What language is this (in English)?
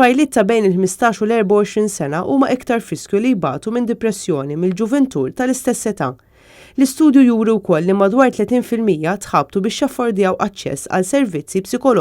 Maltese